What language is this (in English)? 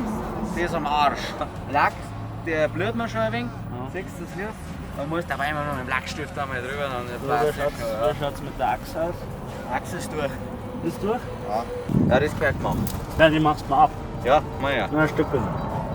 Bavarian